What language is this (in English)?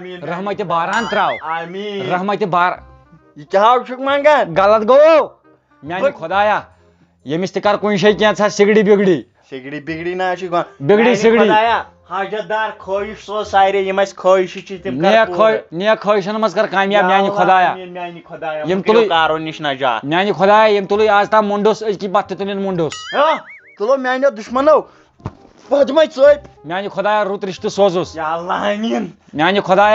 Kashmiri